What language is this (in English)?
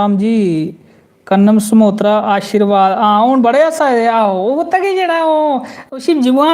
Dogri